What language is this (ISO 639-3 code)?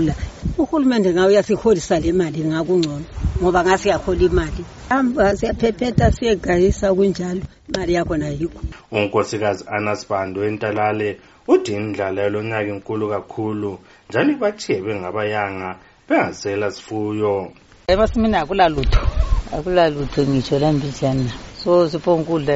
nde